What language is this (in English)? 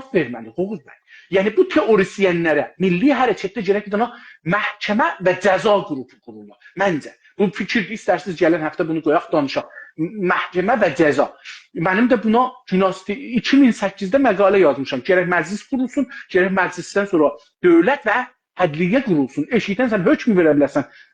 South Azerbaijani